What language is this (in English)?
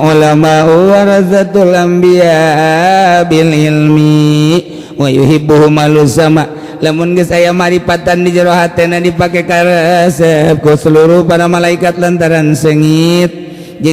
Sundanese